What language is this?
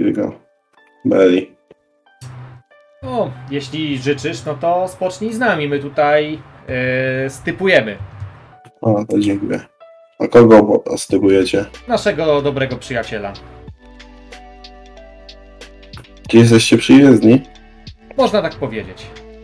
Polish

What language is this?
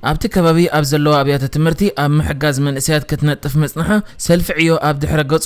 Tigrinya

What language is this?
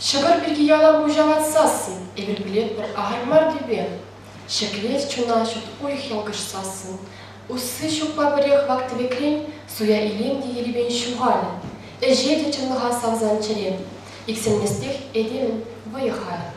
Chuvash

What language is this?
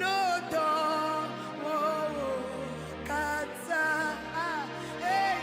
Ewe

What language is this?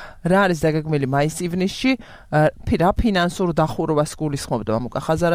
Georgian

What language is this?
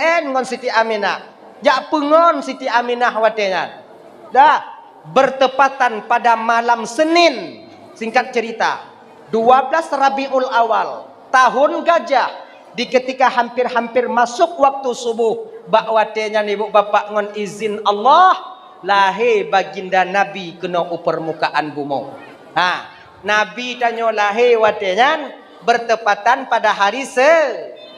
Achinese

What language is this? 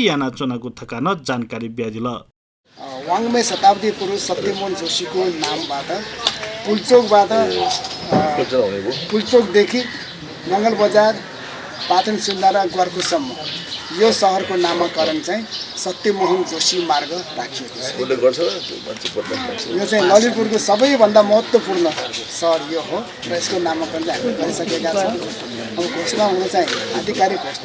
Newari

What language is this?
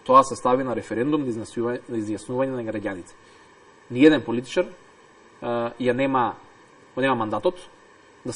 Macedonian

